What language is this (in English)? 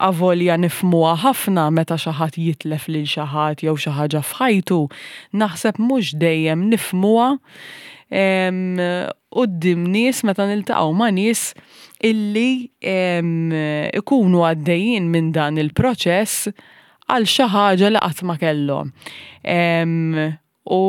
Maltese